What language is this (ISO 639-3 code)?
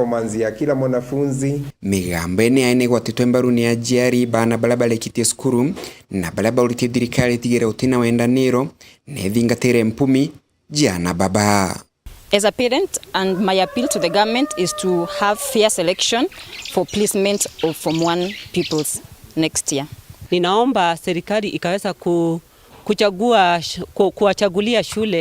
mer